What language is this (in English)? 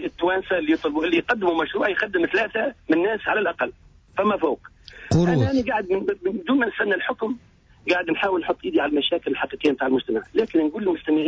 Tunisian Arabic